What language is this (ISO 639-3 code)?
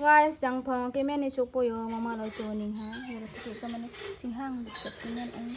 mjw